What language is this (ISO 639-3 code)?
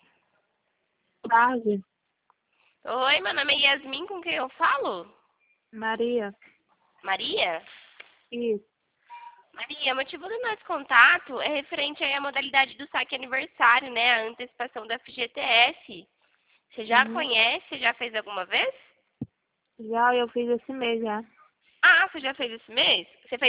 por